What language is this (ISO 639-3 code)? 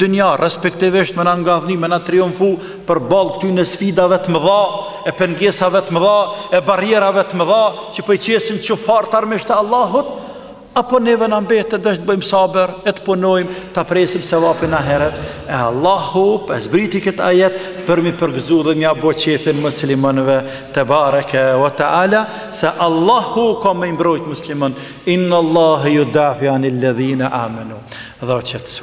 sqi